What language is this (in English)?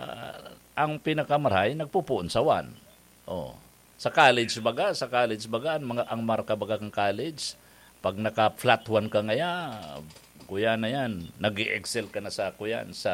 Bikol